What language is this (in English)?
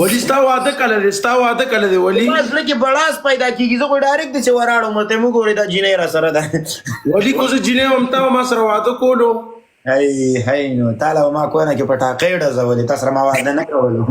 Pashto